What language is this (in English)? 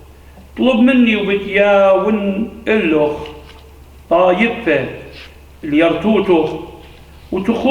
Assyrian Neo-Aramaic